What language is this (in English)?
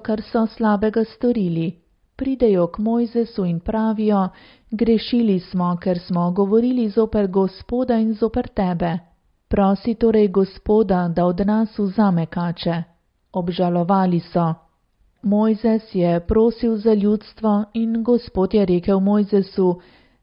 Slovenian